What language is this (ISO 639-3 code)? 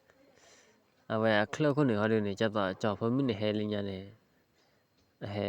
ksw